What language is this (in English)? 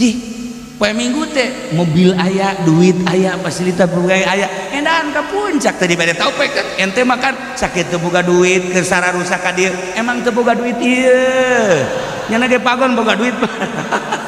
Sundanese